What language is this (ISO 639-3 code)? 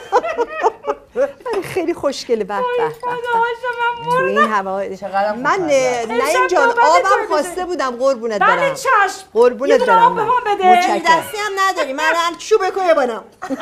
fas